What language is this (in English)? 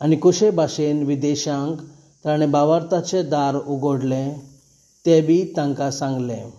Konkani